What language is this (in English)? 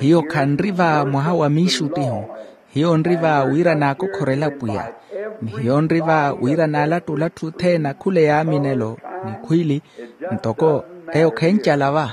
Makhuwa